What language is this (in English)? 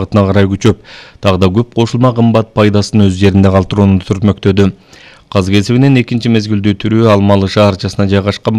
Kyrgyz